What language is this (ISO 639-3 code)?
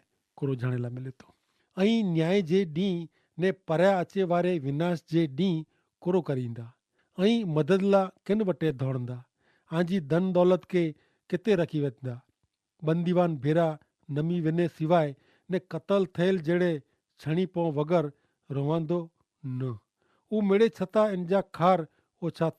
kfr